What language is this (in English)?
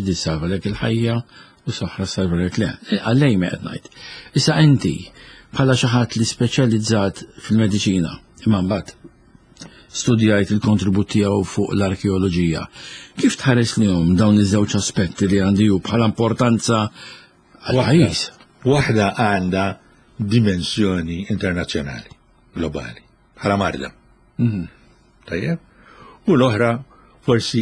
Maltese